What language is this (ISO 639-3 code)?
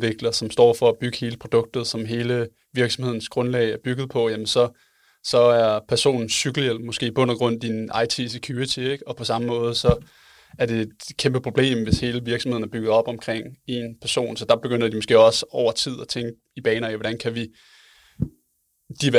dan